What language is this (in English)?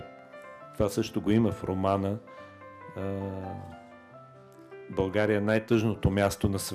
Bulgarian